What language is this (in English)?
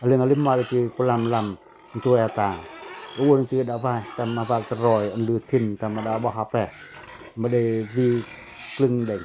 Pacoh